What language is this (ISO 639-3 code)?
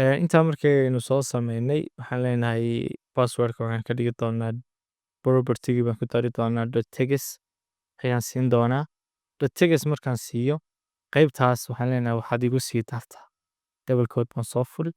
som